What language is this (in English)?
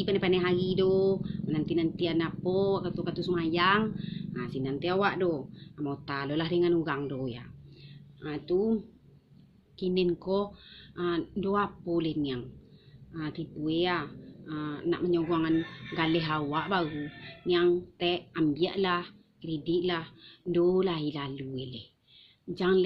Minangkabau